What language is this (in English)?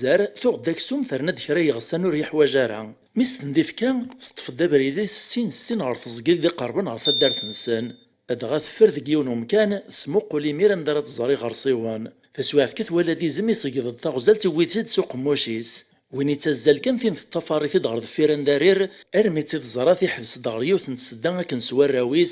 Kabyle